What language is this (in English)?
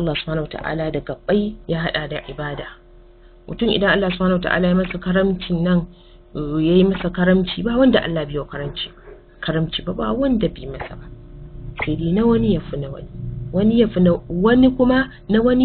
Hausa